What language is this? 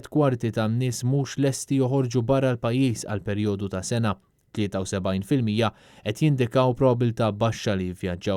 Maltese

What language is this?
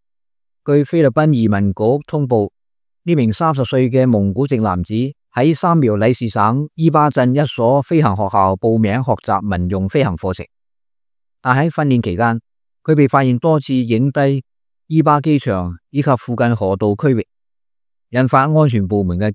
Cantonese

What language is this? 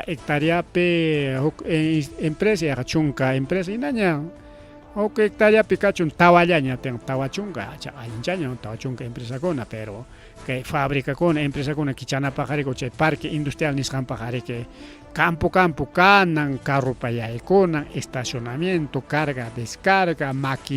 Ayacucho Quechua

